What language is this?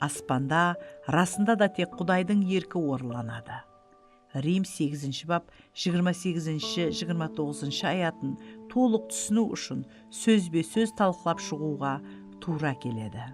Kara-Kalpak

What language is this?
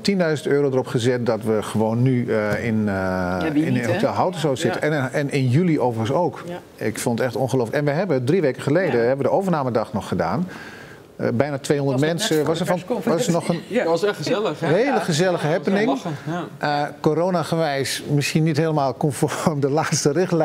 Dutch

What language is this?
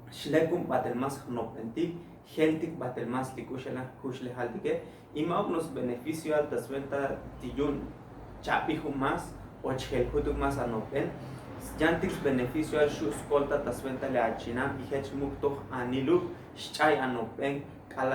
Tzotzil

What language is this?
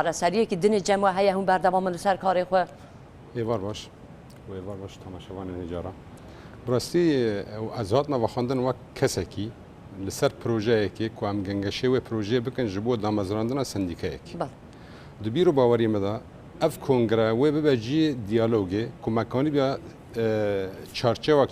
Kurdish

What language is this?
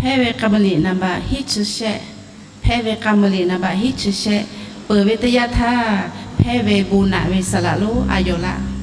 Lahu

